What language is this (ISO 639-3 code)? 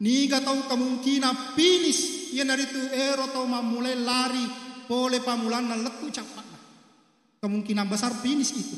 bug